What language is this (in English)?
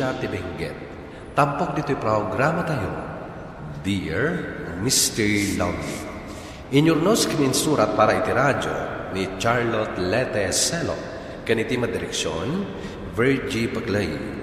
Iloko